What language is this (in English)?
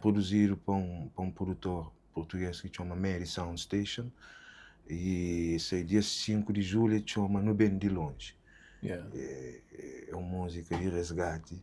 Kabuverdianu